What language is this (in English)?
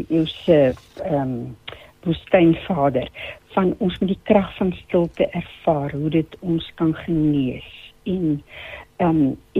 Afrikaans